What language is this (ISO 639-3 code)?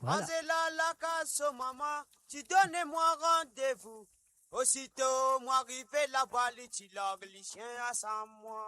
mfe